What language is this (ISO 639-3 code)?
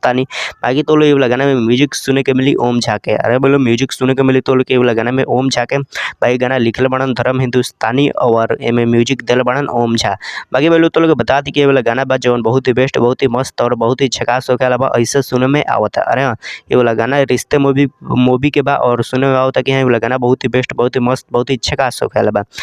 bho